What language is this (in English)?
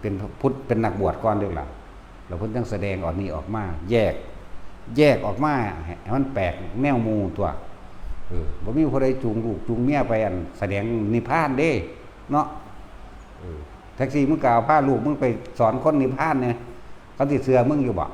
Northeastern Thai